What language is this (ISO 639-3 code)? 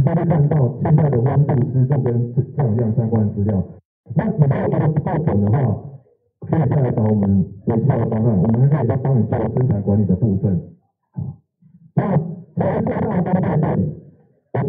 zho